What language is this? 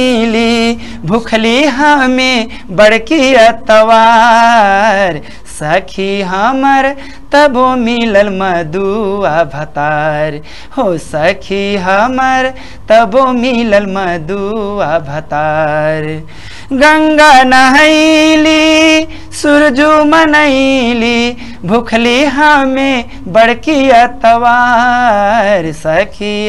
Bhojpuri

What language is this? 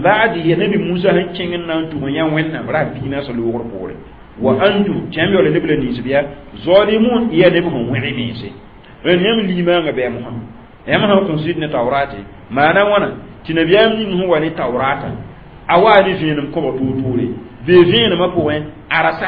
Mossi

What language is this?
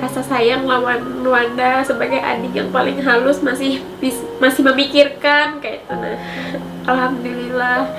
Banjar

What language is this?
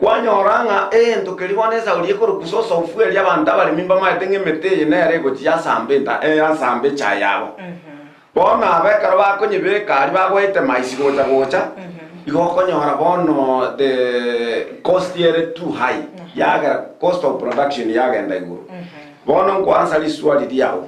Gusii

